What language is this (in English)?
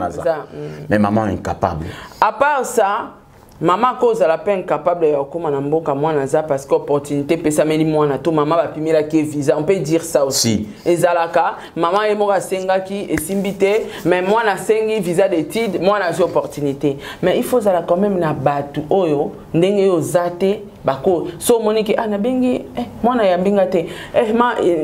Lingala